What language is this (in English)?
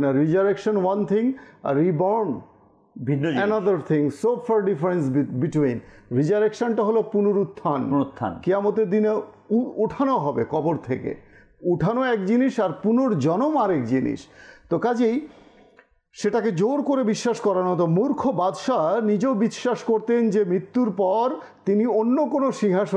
Bangla